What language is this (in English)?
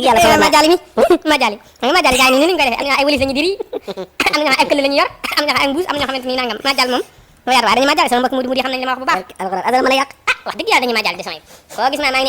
Wolof